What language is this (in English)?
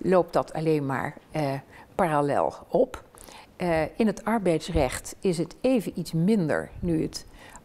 Dutch